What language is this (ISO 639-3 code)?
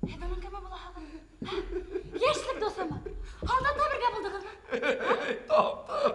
bak